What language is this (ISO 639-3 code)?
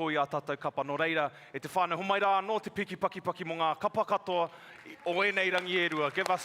mri